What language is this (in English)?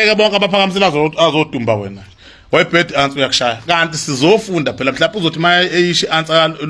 Zulu